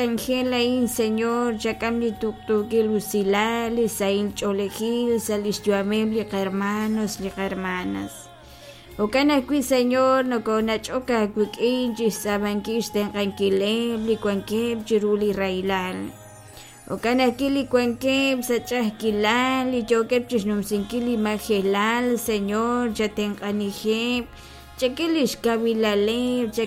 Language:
Kekchí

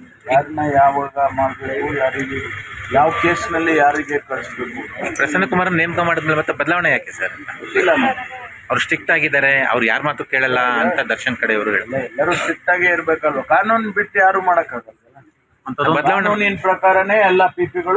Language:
Kannada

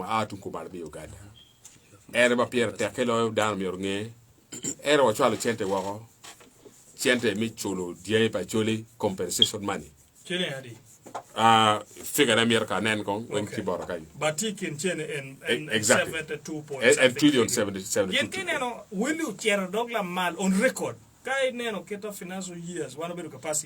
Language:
Acoli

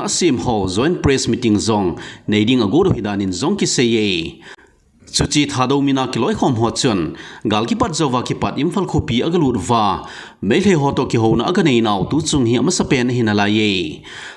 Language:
Thado Chin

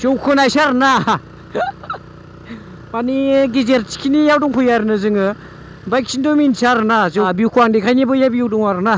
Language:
Bodo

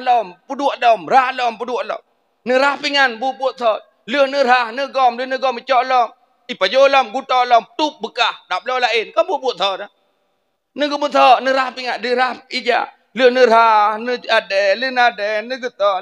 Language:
Achinese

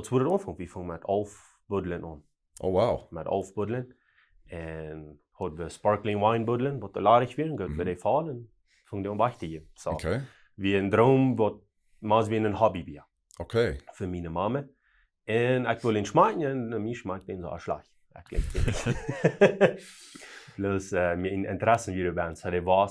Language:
Plautdietsch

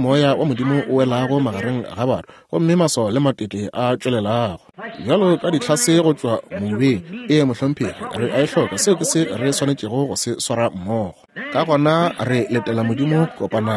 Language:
Northern Sotho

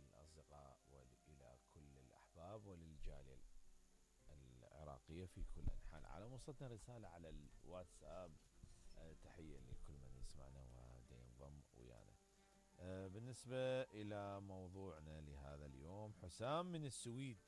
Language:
Mesopotamian Arabic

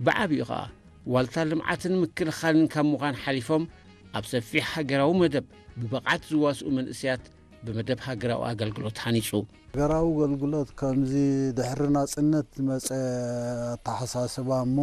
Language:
Tigrinya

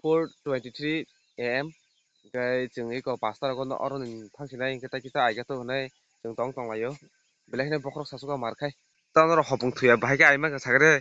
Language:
Kok Borok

